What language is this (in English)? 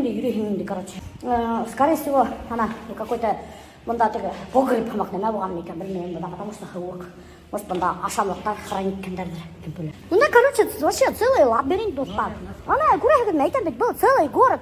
Bashkir